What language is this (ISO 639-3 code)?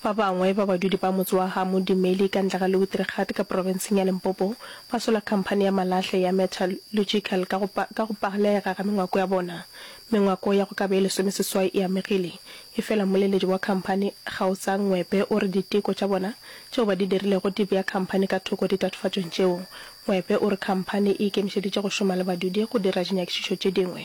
nso